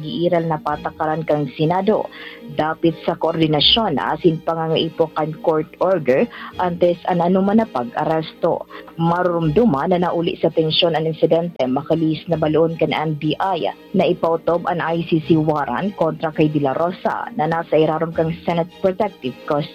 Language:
Bikol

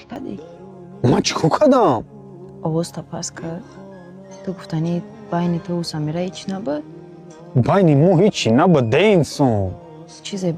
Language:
Tajik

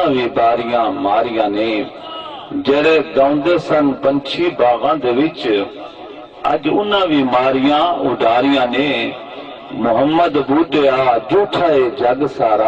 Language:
Saraiki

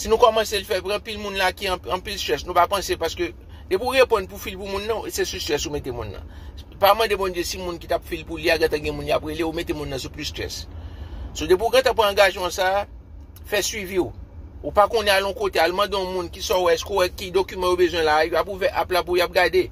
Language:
Haitian Creole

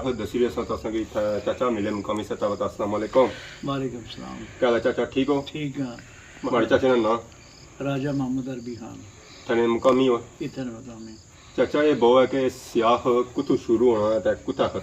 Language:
Pahari-Potwari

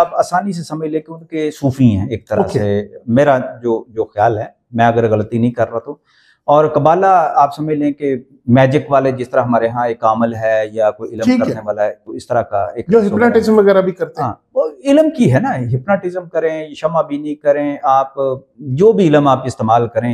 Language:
Urdu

